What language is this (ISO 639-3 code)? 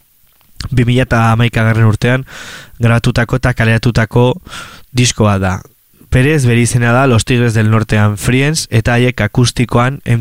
eus